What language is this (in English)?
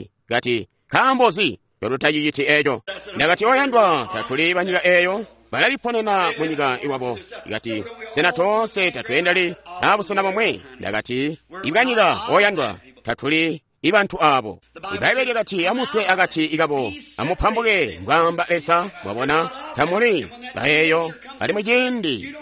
Tonga (Zambia)